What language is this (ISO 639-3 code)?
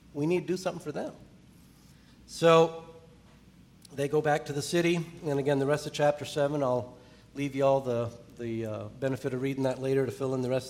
eng